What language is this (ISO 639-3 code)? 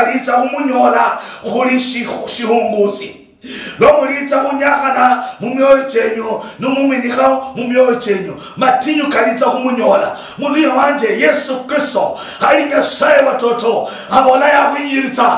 luy